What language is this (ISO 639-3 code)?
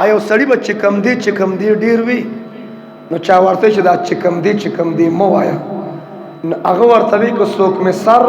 pus